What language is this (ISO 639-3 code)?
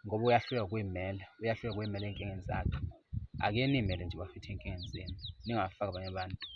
zul